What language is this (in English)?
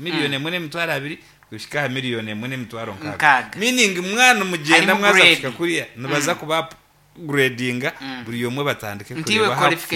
Nyankole